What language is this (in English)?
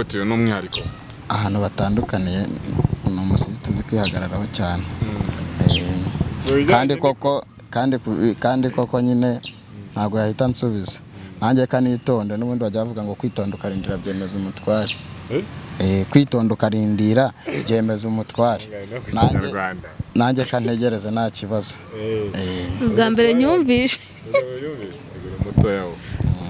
Kinyarwanda